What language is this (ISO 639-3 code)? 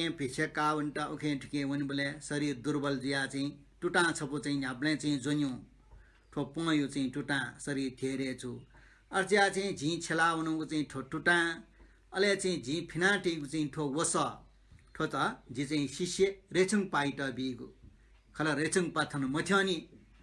new